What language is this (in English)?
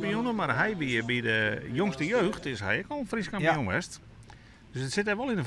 Western Frisian